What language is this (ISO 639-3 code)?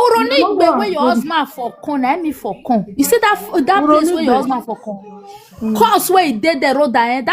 pcm